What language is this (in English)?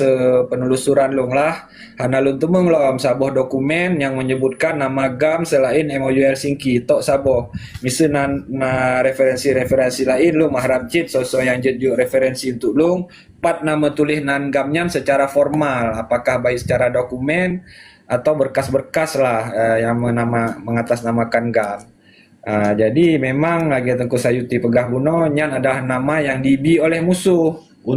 Achinese